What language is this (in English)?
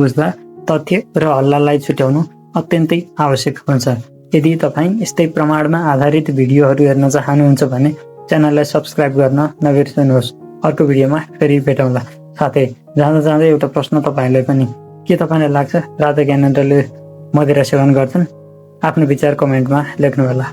Nepali